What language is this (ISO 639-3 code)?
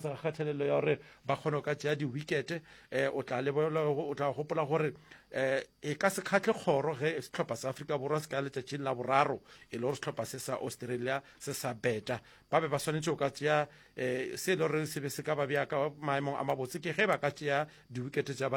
nso